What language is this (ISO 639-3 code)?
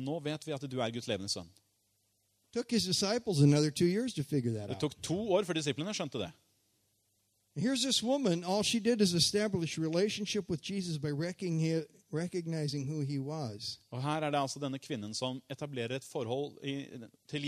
nor